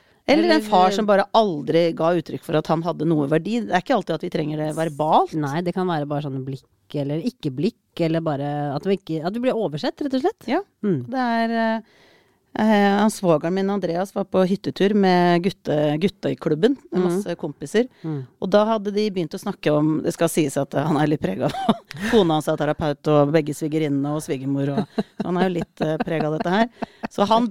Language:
Norwegian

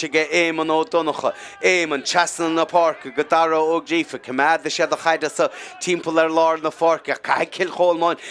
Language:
Irish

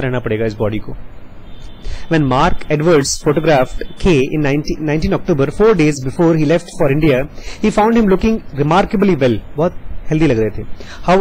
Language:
Hindi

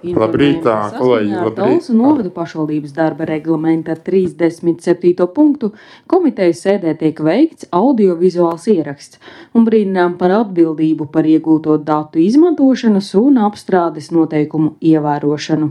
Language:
Latvian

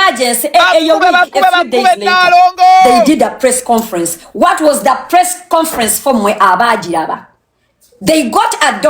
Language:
Ganda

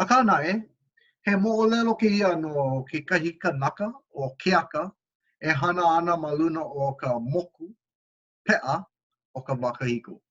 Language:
Hawaiian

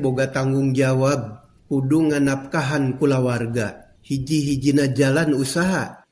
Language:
Sundanese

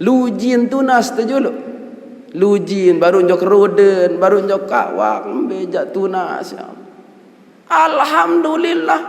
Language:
Sasak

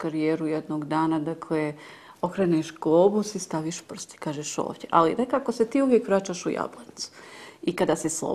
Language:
Bosnian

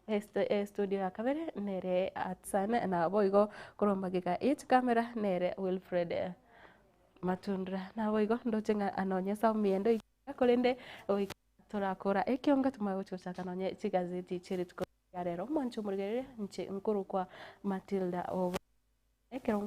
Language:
Gusii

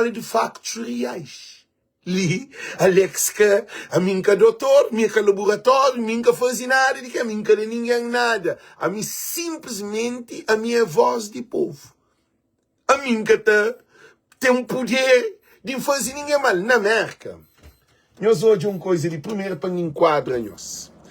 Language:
Kabuverdianu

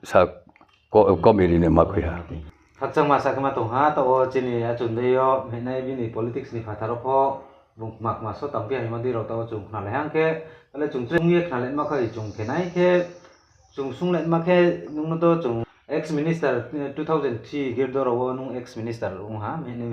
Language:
Riang (India)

